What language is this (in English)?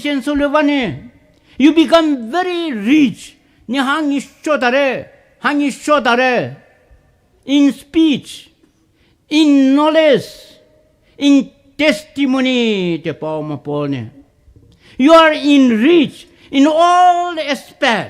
Poumei Naga